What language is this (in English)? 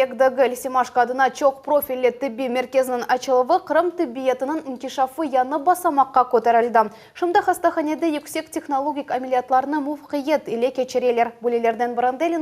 Crimean Tatar